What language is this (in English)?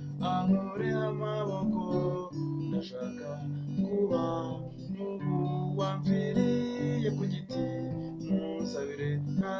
Kinyarwanda